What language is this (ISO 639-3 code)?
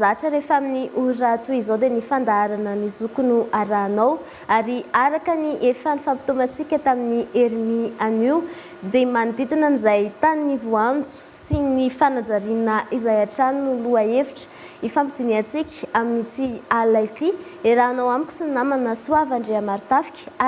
mlg